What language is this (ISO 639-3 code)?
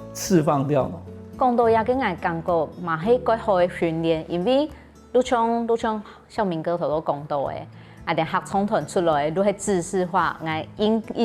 hak